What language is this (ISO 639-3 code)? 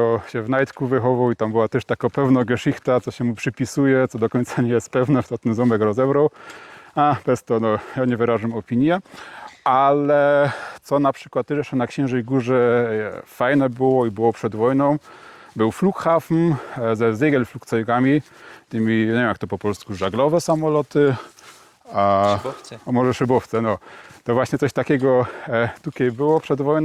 szl